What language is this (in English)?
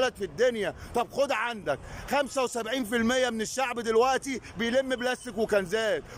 Egyptian Arabic